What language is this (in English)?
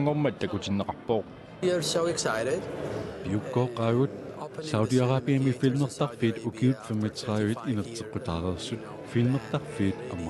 Kalaallisut